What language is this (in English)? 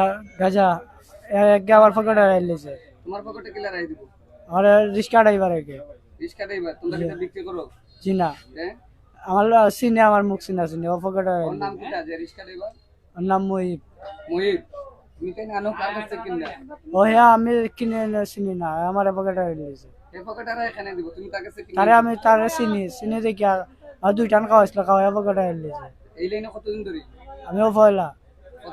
Sylheti